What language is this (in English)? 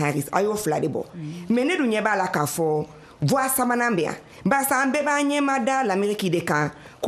Bambara